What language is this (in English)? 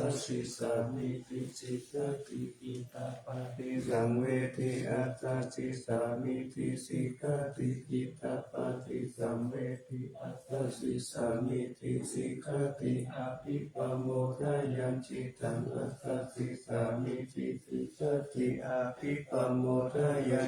Pali